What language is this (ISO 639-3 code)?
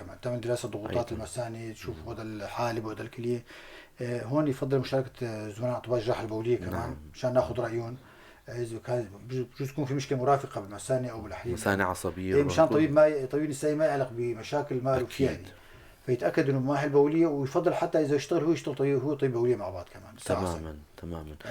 apc